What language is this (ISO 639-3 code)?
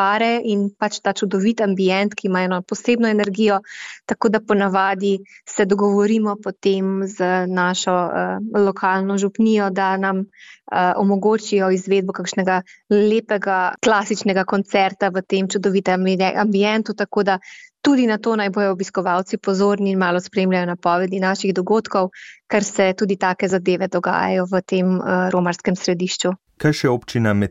slv